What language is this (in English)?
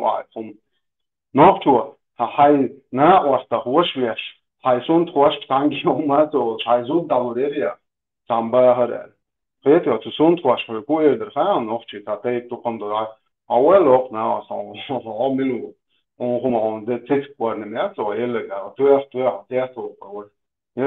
Chechen